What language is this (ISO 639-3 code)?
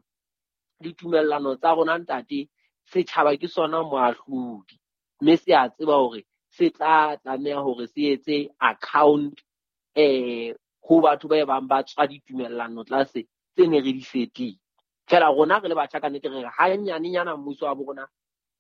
sot